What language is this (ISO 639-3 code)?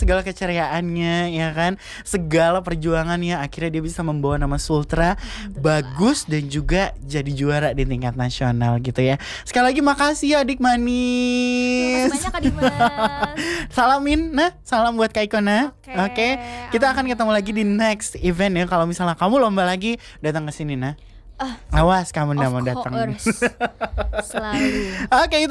ind